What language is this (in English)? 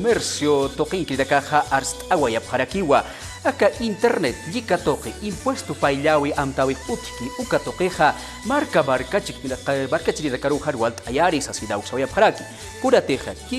Aymara